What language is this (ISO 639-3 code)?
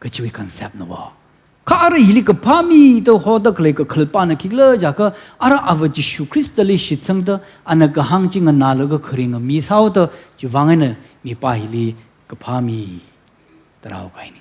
nmf